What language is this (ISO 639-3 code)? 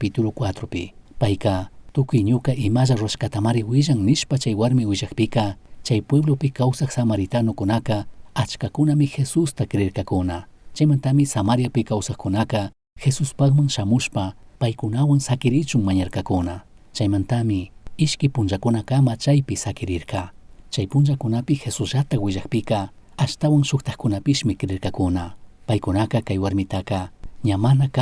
qug